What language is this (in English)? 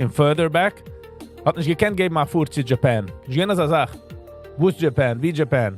Yiddish